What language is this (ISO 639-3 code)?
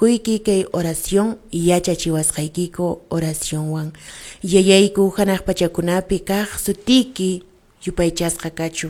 que